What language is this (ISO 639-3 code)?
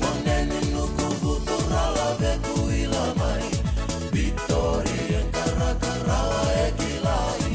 fij